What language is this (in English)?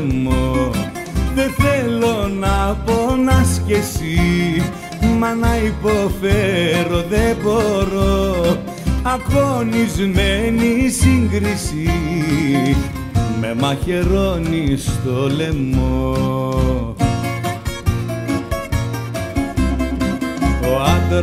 Greek